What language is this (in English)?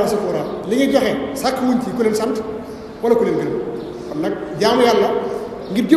Wolof